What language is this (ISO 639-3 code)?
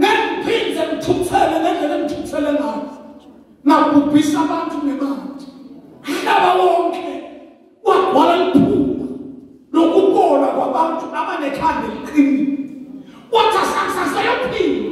zul